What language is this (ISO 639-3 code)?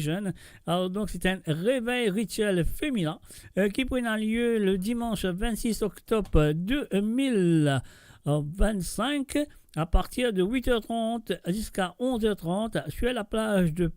mfe